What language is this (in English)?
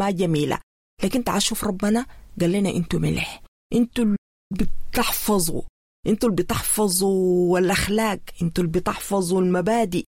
Sudanese Arabic